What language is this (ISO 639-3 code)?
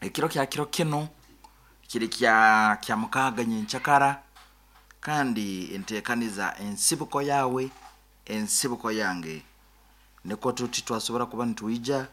nyn